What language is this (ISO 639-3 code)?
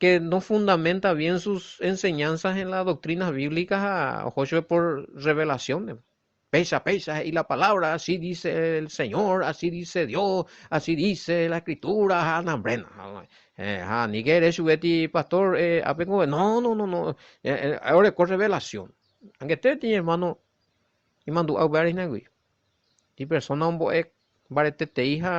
grn